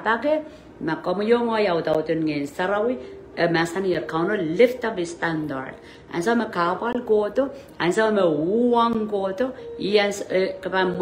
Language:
Pohnpeian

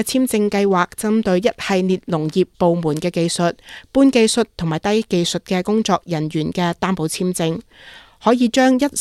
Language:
Cantonese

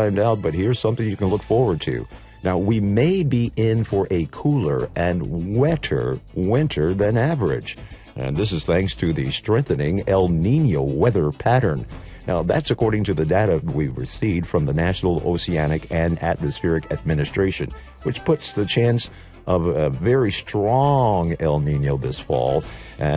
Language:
English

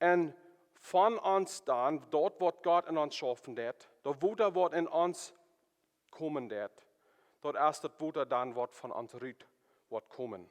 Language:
Plautdietsch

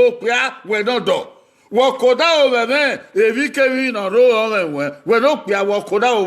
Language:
Bini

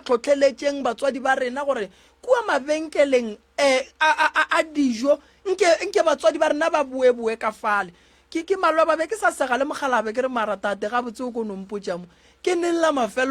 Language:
Northern Sotho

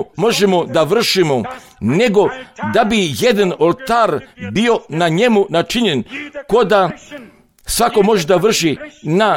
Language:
Croatian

